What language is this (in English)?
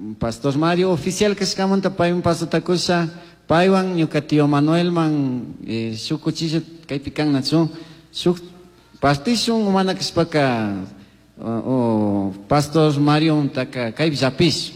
Chimborazo Highland Quichua